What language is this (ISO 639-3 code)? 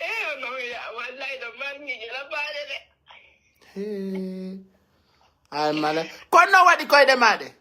fuf